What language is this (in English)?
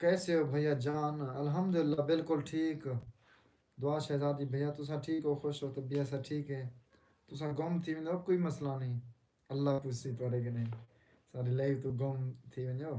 Saraiki